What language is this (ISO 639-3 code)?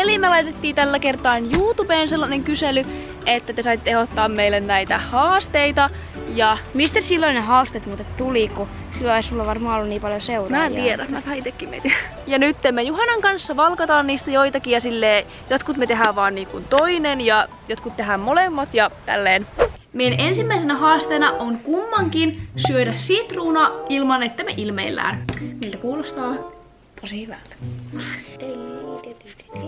fin